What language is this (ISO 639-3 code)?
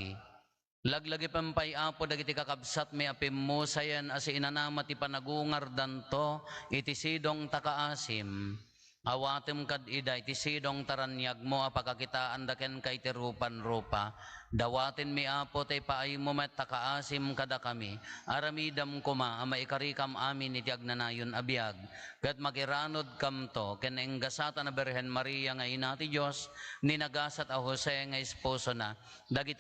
ilo